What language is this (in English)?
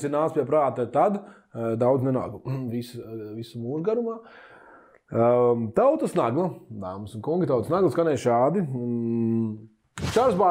Latvian